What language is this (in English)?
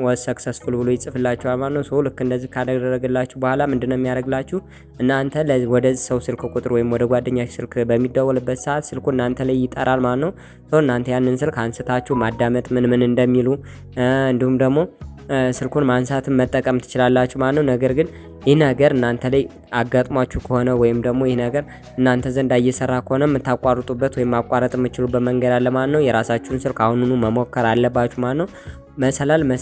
Amharic